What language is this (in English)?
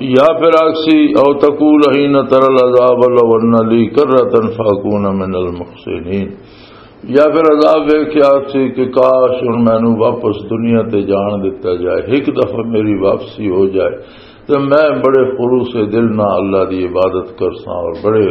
Western Panjabi